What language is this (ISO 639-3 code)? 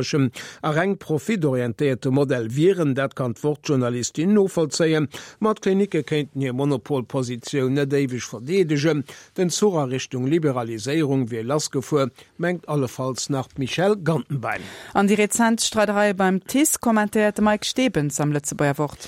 ltz